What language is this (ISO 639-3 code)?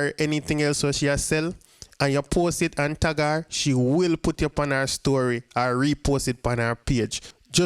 jam